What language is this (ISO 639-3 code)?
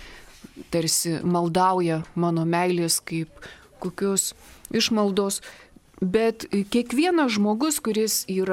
lit